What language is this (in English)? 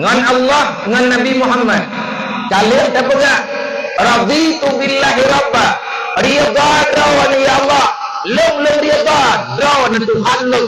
Achinese